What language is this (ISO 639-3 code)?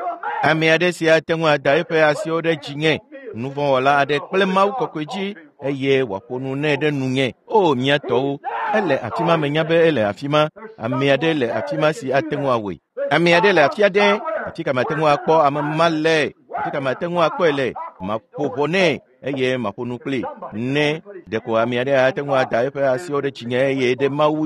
ewe